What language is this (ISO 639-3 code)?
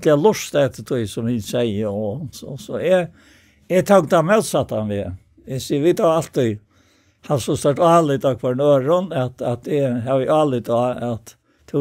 fao